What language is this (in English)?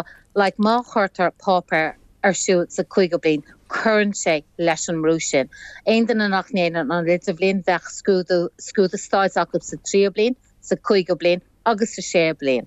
Irish